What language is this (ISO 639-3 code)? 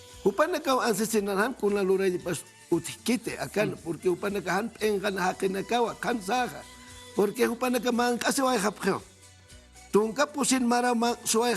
aym